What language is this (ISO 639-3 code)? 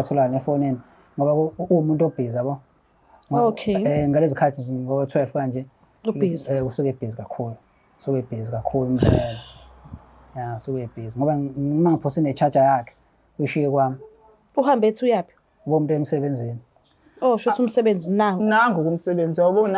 zul